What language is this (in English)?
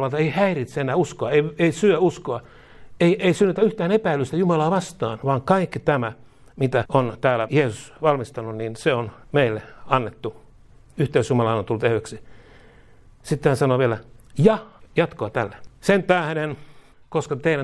Finnish